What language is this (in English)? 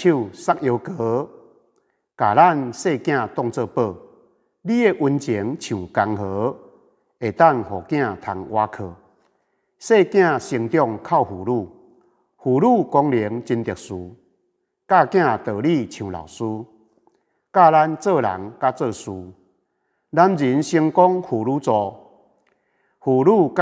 Min Nan Chinese